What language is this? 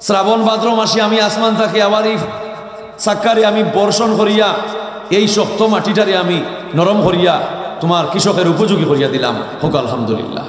Sylheti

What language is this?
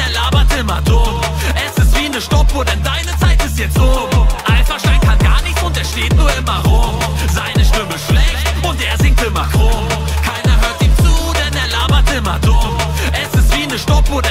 German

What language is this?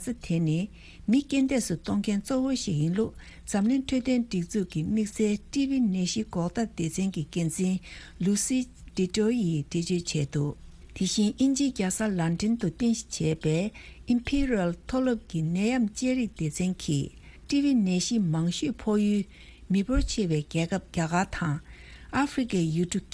Tibetan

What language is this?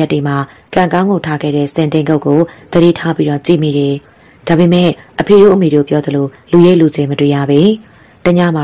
Burmese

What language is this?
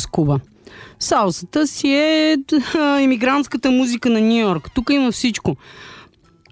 Bulgarian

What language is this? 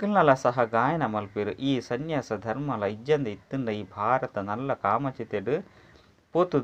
Tulu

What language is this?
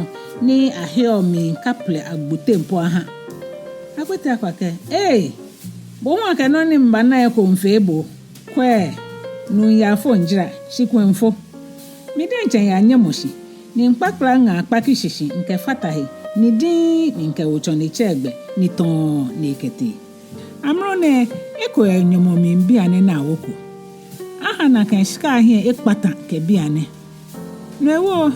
Ga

